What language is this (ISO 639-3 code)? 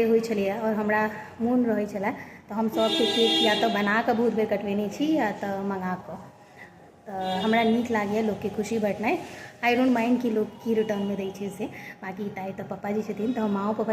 mai